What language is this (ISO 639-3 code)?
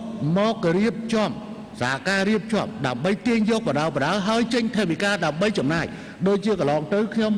khm